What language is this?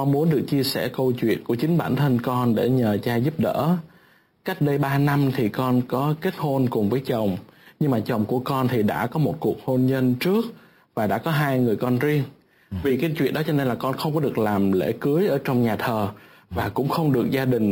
Vietnamese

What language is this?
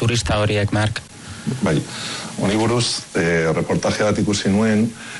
Basque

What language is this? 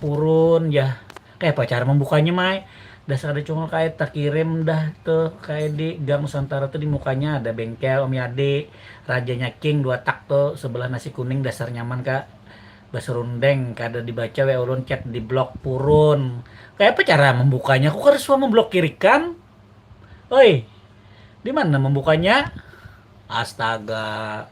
Banjar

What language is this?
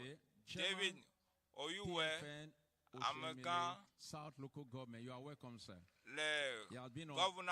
Ewe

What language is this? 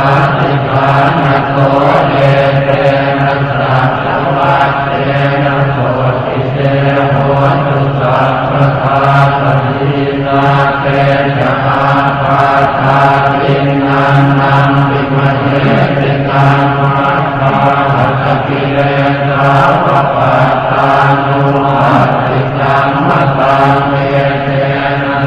Pali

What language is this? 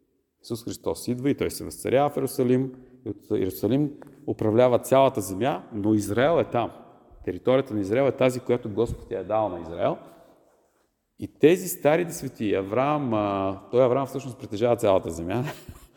Bulgarian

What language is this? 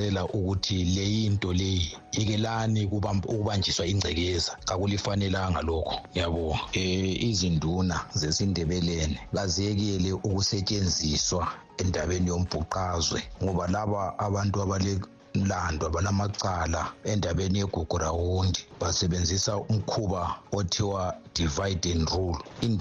North Ndebele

